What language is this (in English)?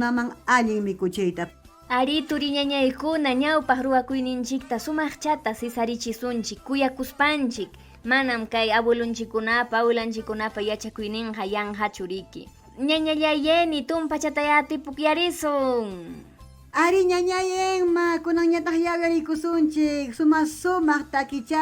Ayacucho Quechua